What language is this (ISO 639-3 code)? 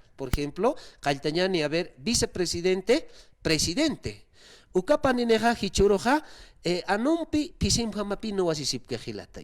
aym